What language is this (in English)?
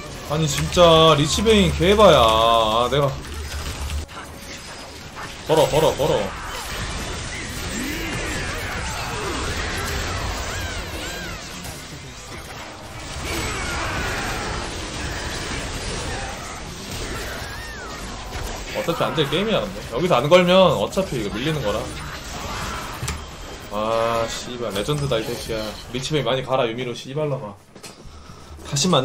Korean